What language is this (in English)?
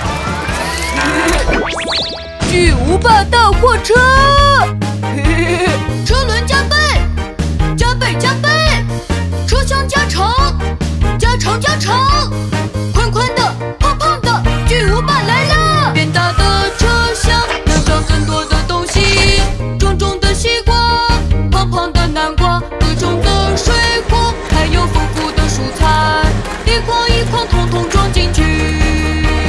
Chinese